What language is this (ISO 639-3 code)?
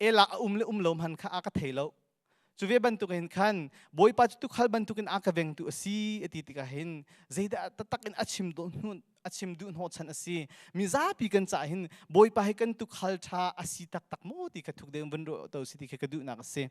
cnh